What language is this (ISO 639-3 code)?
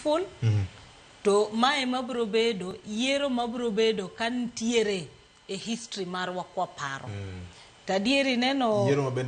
luo